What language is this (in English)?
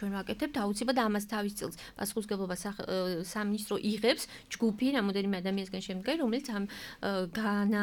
Georgian